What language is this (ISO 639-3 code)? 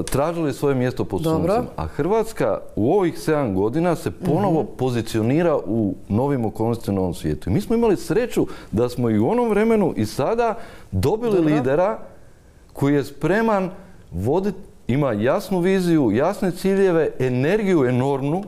hrv